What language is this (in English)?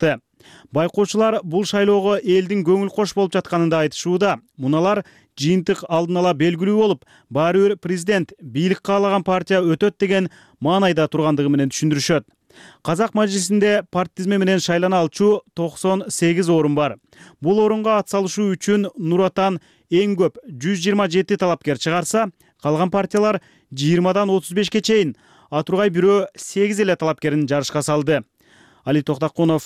Kyrgyz